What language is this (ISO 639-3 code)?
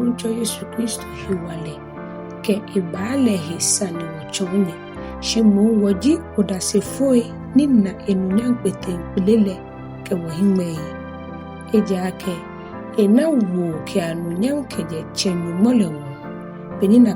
gaa